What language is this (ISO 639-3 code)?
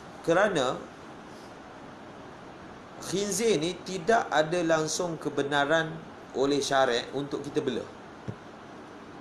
msa